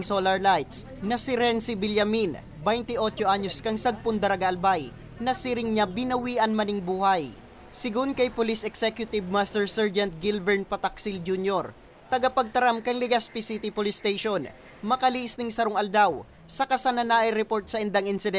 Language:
Bikol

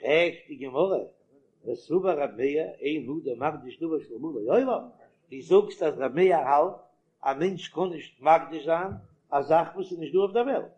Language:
Yiddish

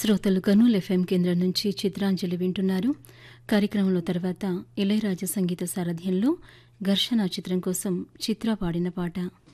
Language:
Telugu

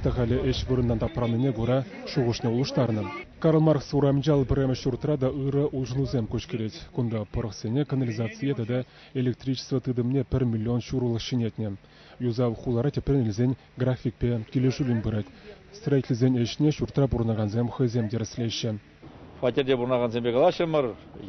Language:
Chuvash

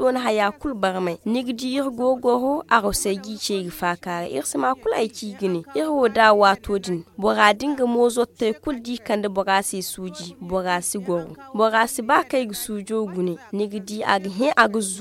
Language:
Zarma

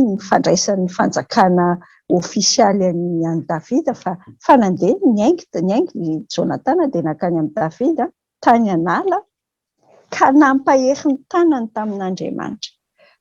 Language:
Malagasy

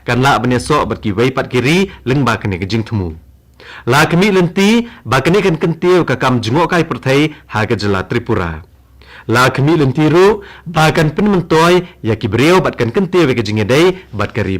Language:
Khasi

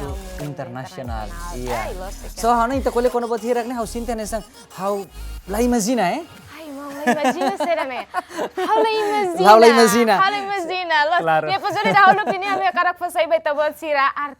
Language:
Tetum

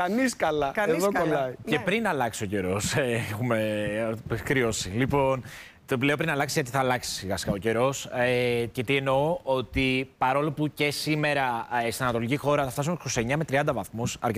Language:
Greek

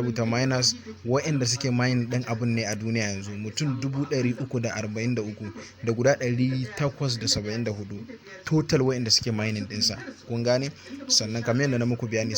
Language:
Hausa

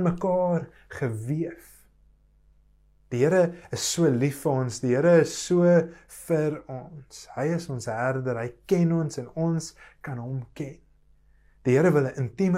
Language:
Afrikaans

